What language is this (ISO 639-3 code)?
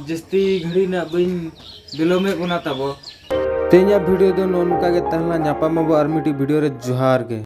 sat